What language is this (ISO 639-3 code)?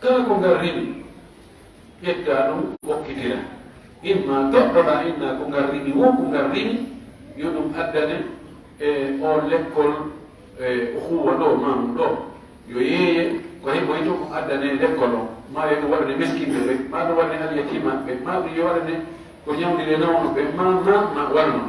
ful